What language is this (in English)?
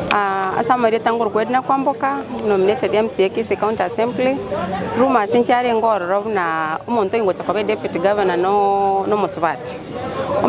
Gusii